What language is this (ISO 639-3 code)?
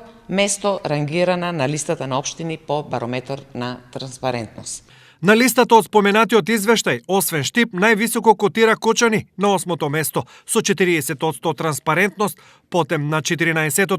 mkd